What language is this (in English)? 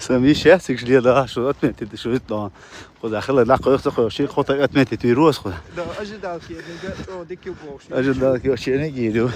Chechen